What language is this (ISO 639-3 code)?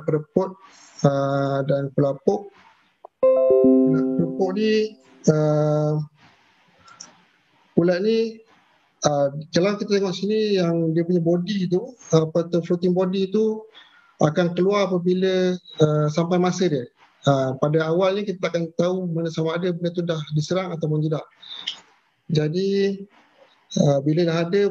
msa